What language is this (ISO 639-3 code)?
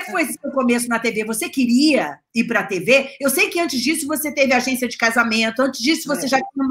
por